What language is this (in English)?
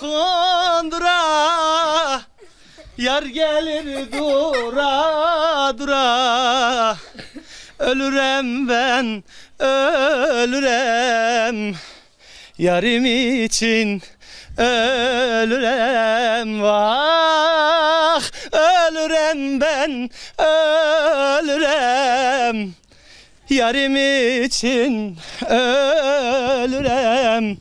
Zaza